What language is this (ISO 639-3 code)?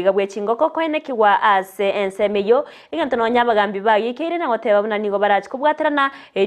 guz